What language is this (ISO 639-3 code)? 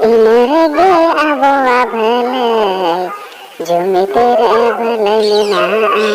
sat